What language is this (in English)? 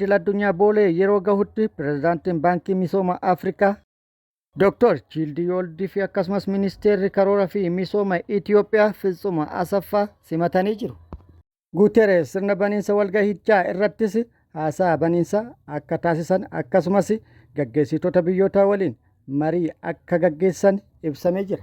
Oromo